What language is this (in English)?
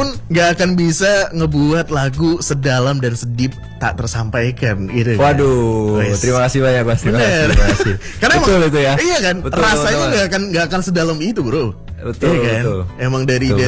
Indonesian